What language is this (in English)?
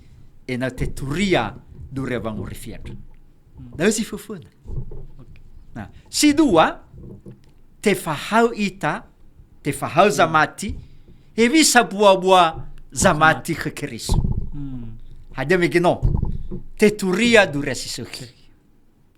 Nias